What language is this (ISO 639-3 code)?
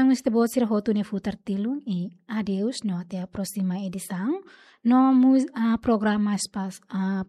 tet